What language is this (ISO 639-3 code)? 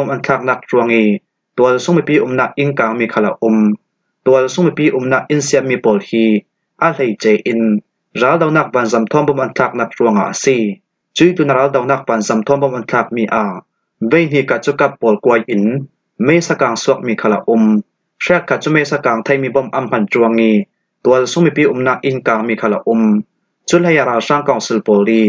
cfm